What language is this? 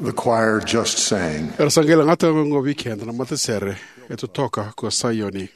Fijian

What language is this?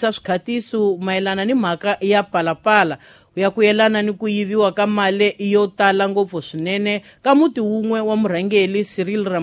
Tsonga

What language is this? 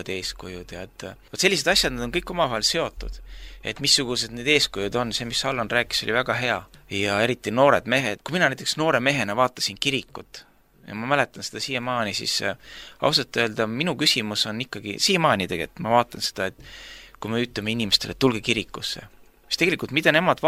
Estonian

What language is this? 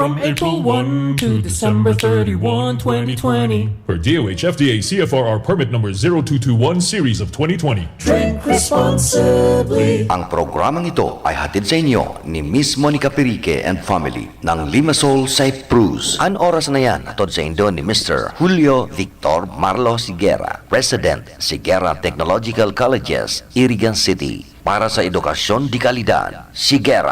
Bikol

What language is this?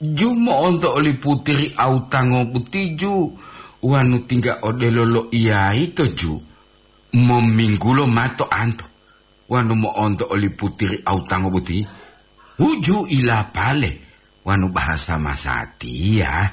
Gorontalo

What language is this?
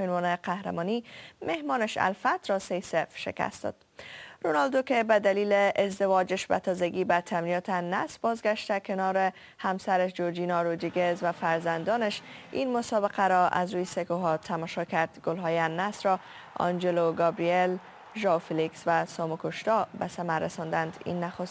Persian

